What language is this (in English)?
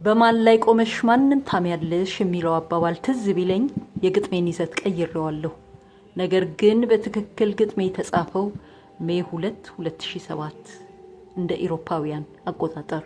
Amharic